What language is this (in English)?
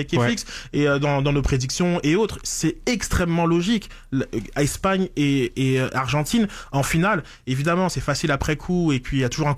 French